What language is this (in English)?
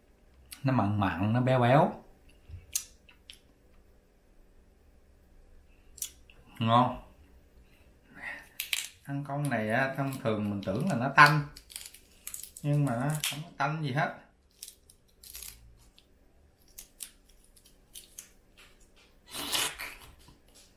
Vietnamese